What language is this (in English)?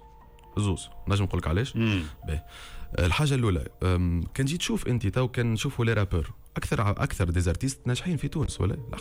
Tunisian Arabic